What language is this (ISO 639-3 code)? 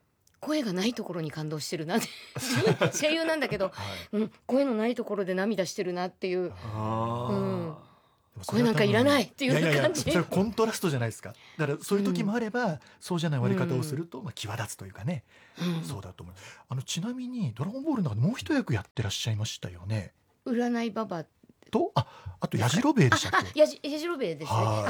jpn